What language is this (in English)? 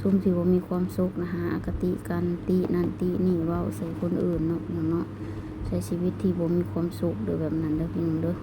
Lao